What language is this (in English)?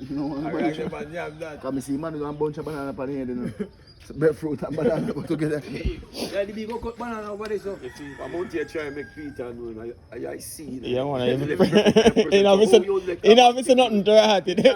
Jamaican Creole English